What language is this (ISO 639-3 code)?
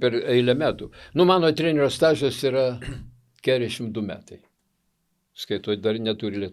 lit